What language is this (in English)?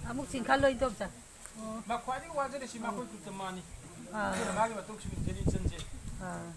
Manipuri